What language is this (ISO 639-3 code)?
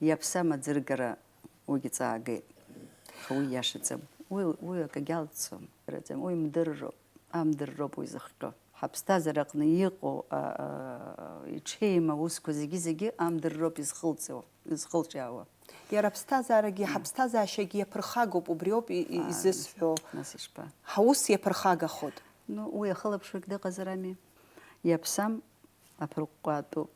abk